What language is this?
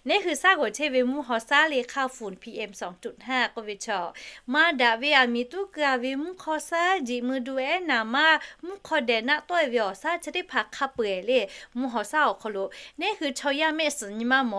Lahu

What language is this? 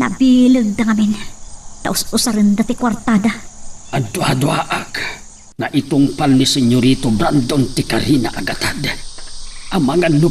Iloko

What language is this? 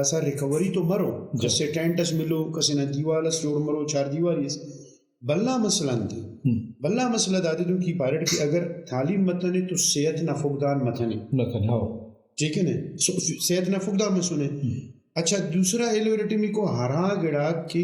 Brahui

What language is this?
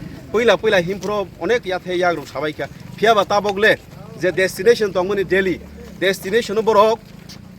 Kok Borok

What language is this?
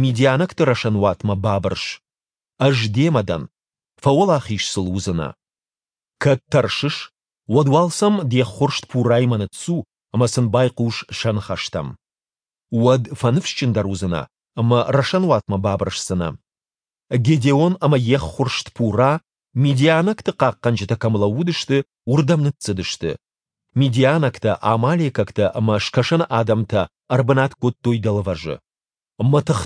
Ossetic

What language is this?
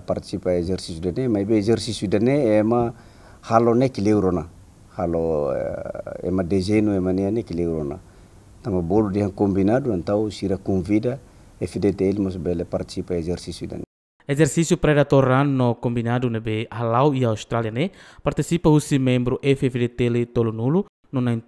Tetum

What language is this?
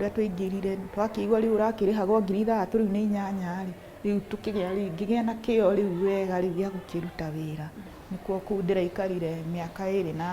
Kikuyu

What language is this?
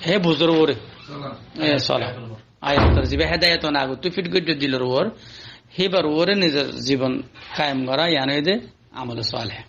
Rohingya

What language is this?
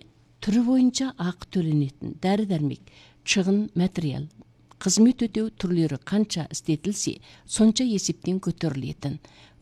Kazakh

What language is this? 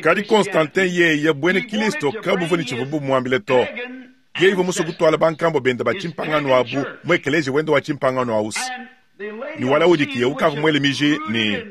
Luba-Lulua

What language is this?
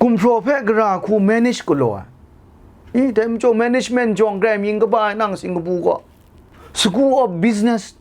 Kachin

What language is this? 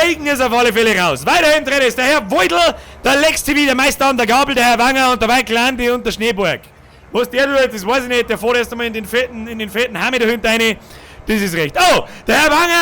Bavarian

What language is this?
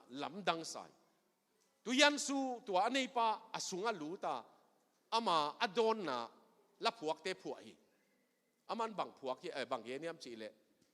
Tedim Chin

